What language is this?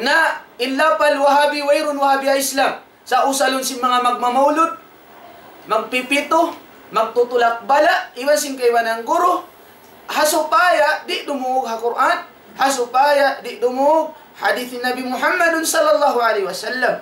Tausug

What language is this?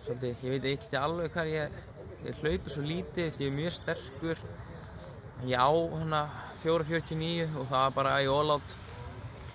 Icelandic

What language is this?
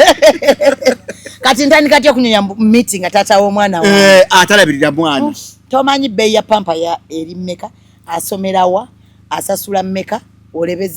Ganda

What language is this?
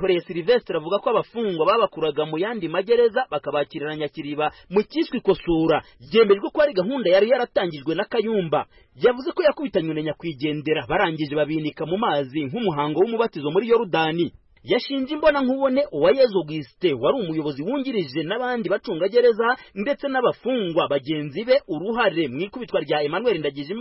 Kinyarwanda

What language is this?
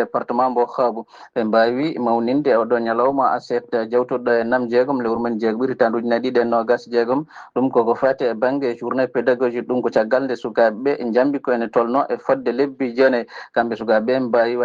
Fula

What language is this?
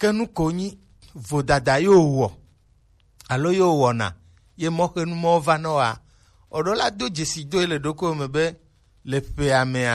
Gen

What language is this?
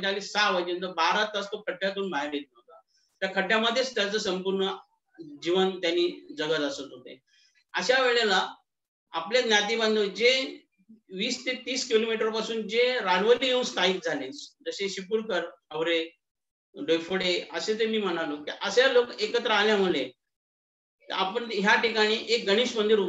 Marathi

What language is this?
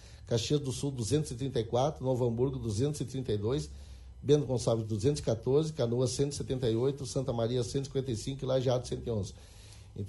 Portuguese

